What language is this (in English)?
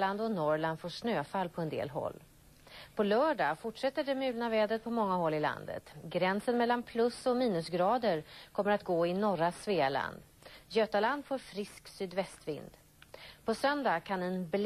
Swedish